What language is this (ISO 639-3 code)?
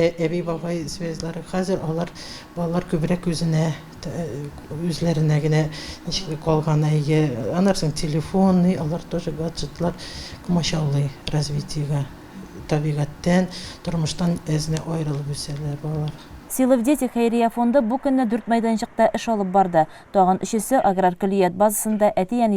tat